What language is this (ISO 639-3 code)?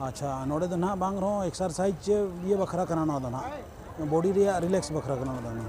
sat